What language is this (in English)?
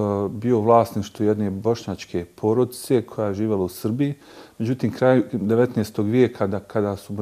Bosnian